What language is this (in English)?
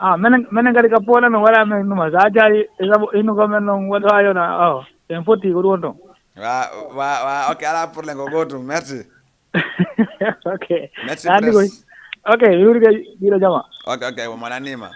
Fula